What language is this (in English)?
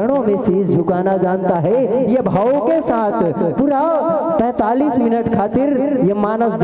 Chhattisgarhi